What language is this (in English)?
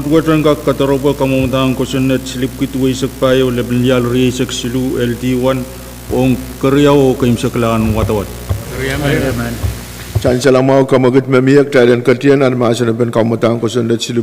Pohnpeian